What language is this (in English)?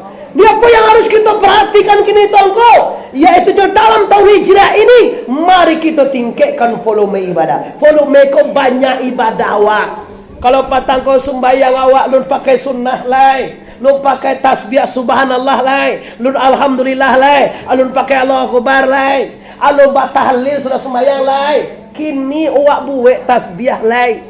Minangkabau